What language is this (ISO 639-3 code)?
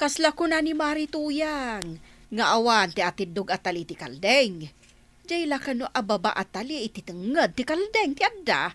ilo